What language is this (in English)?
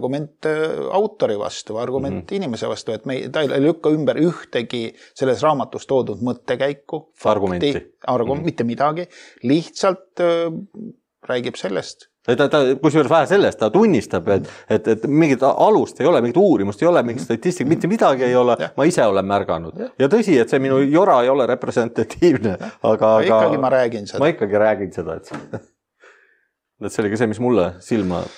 Estonian